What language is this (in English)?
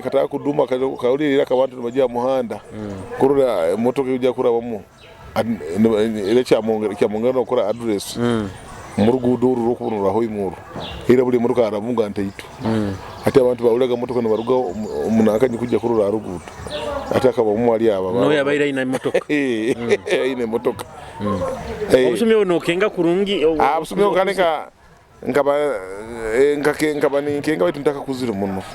Nyoro